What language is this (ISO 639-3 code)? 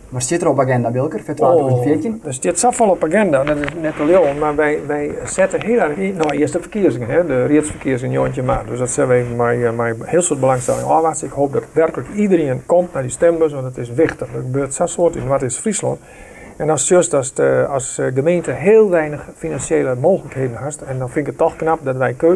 fry